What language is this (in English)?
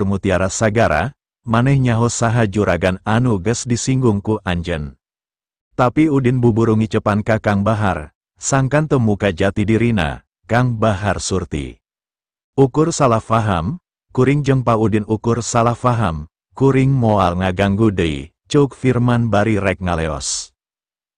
Sundanese